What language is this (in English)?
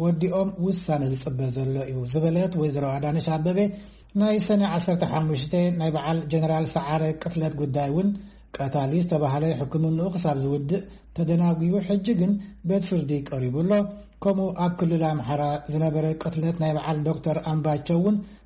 Tigrinya